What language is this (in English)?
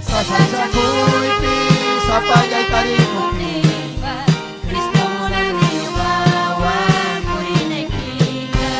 Ayacucho Quechua